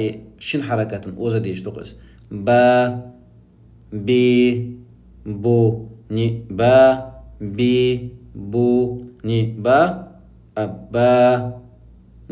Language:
Chechen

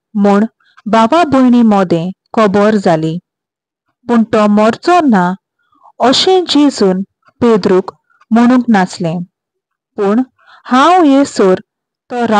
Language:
Konkani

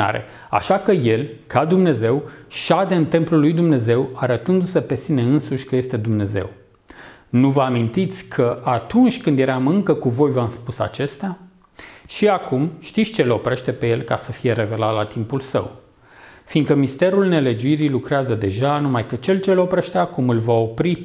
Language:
Romanian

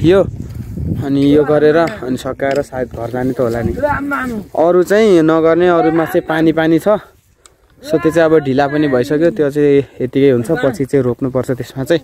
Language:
Nepali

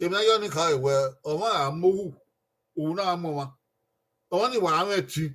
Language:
Bini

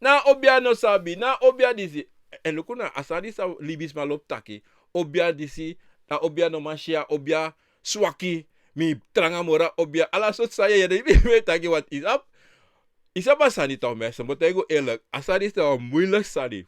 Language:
Sranan Tongo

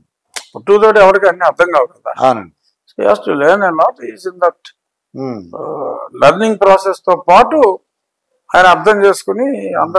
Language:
Telugu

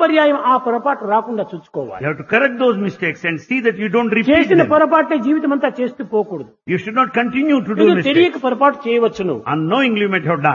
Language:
Telugu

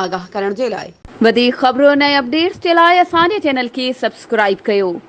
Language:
Sindhi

